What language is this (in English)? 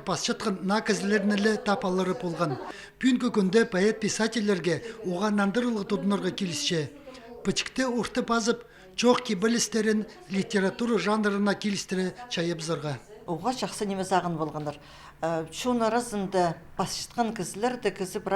Khakas